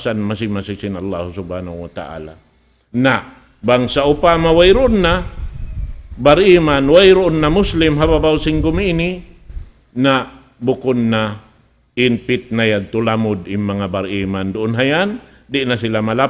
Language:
Tausug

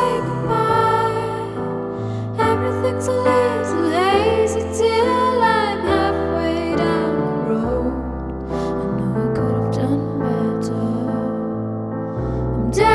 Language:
English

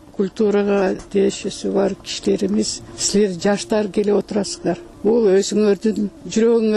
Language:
Kyrgyz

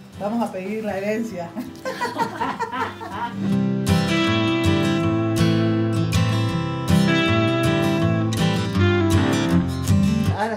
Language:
Spanish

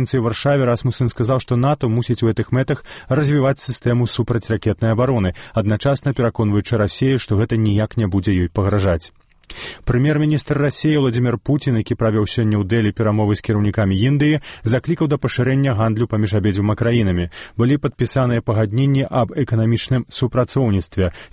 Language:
Belarusian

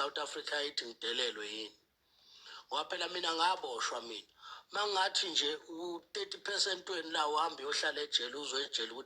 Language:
Zulu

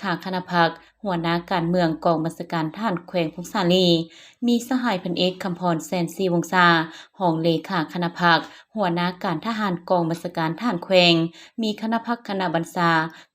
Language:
Lao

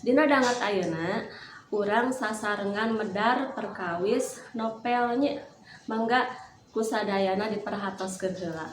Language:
Sundanese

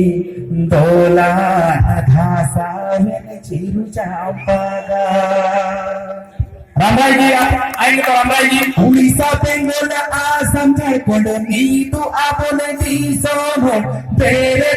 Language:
Santali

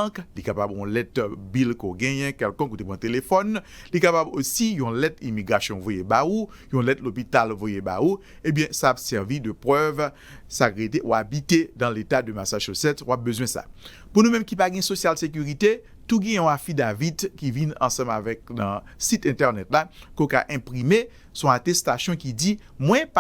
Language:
Haitian Creole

